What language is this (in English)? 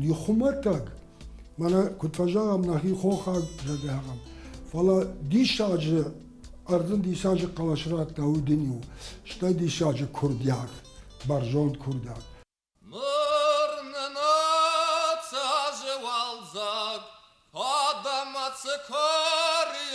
Ossetic